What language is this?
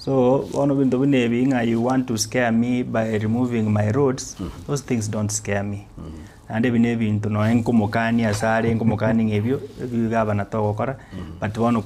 Gusii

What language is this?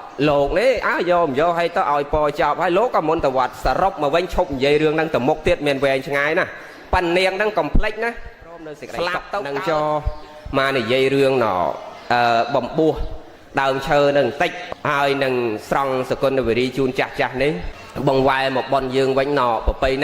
Khmer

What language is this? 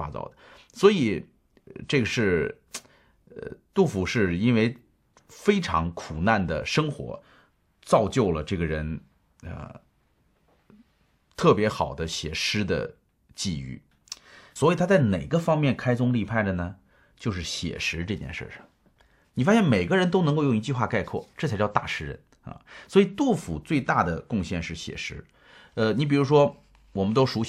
Chinese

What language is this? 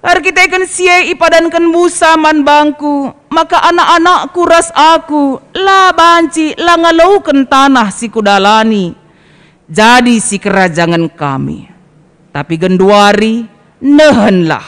Batak Karo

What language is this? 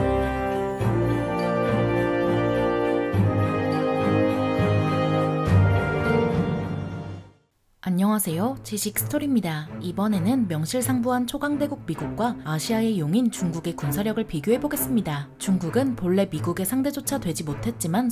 Korean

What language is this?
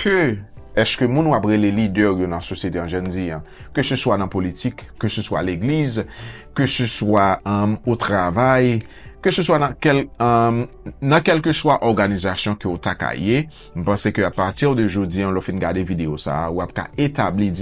Haitian Creole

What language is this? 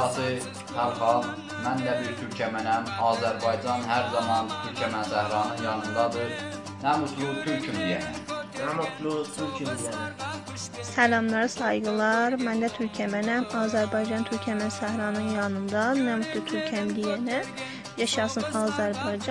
South Azerbaijani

